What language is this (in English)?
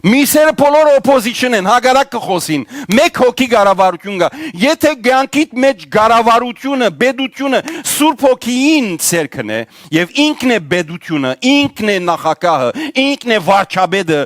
Western Armenian